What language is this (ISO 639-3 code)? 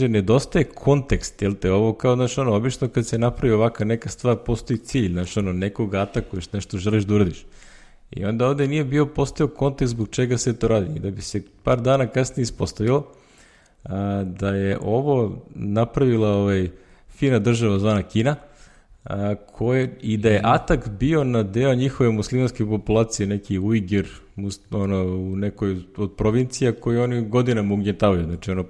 srp